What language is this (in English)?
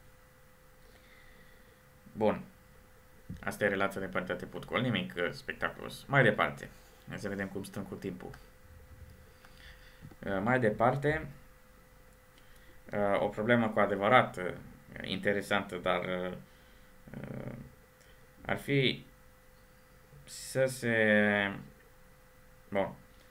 Romanian